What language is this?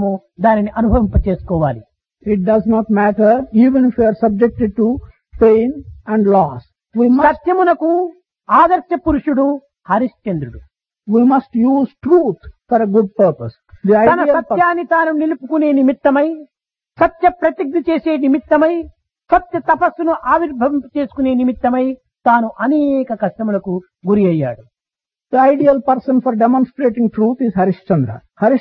Telugu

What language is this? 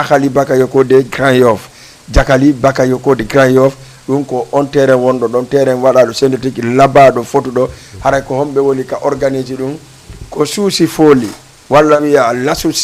Fula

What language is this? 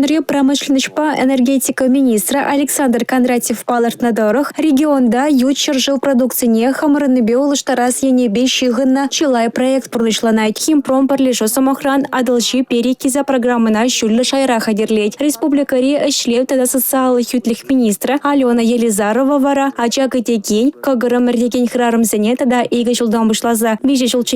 Chuvash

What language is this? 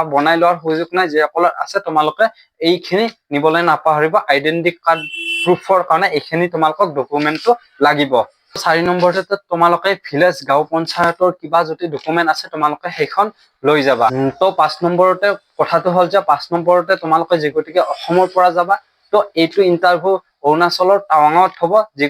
Assamese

